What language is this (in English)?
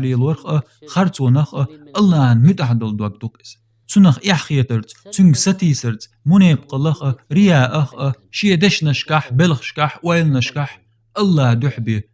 Chechen